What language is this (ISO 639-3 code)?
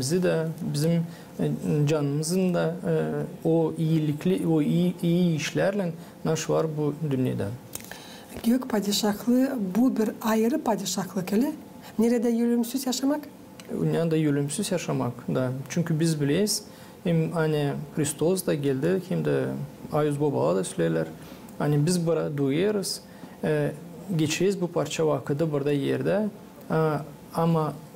gag